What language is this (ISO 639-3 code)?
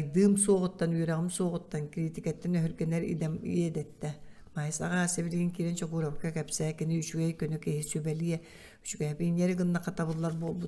sah